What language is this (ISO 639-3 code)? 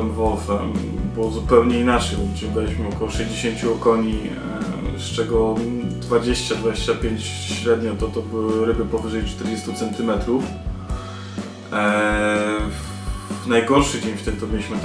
pol